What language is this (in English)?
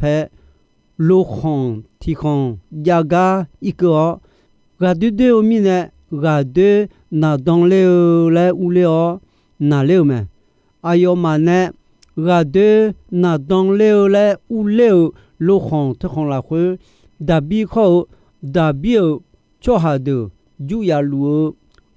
Akha